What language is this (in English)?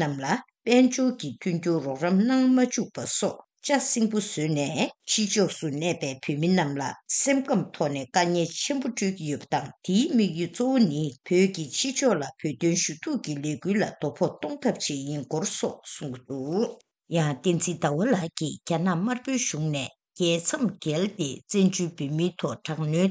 Tibetan